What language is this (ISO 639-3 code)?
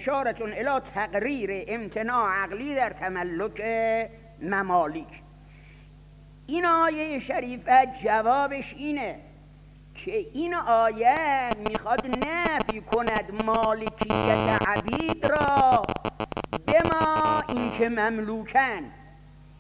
fas